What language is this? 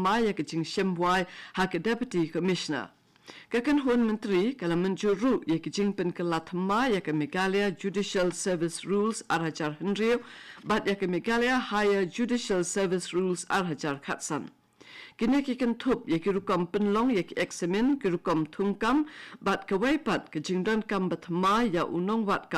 Khasi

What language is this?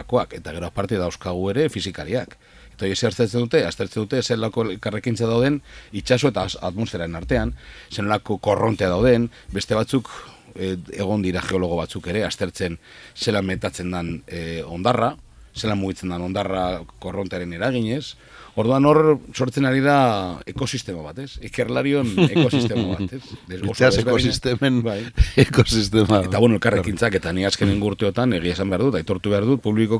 Basque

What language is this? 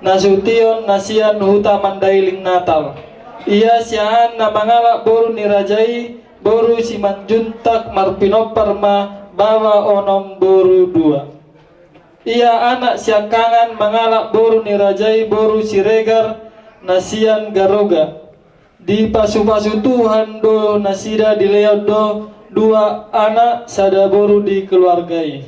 Batak Toba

